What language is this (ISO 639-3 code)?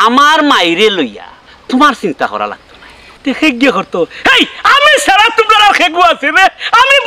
syl